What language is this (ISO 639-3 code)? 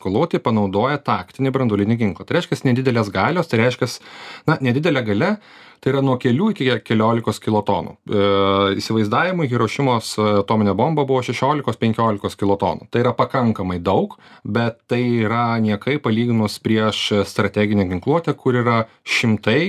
lit